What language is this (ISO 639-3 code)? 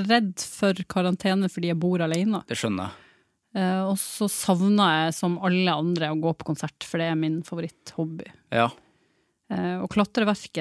nor